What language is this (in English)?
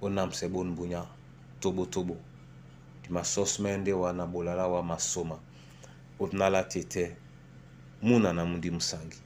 Duala